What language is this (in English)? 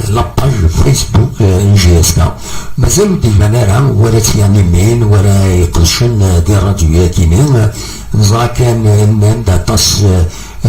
Kabyle